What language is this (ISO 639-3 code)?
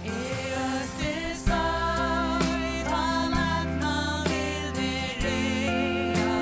fao